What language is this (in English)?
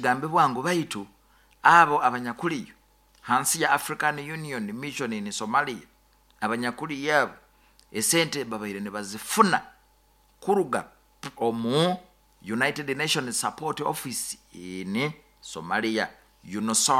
Nyoro